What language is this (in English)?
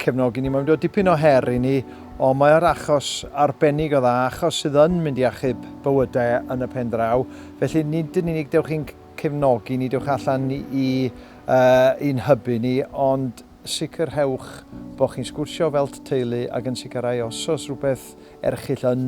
Welsh